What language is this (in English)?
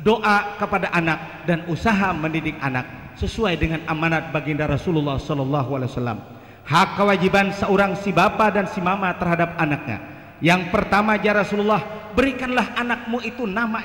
Banjar